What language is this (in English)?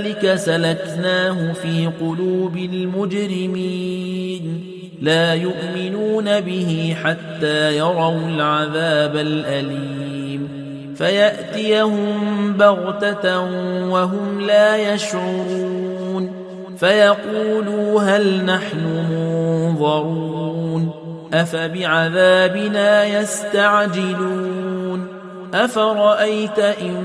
Arabic